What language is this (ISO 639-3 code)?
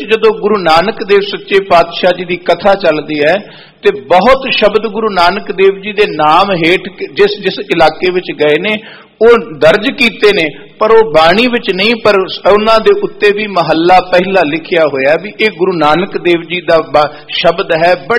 pan